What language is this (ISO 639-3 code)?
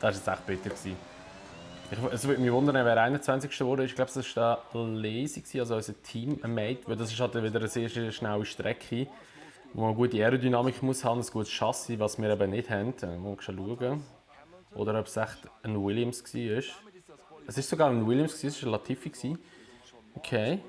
gsw